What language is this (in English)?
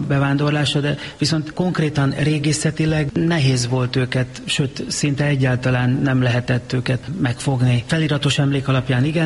Hungarian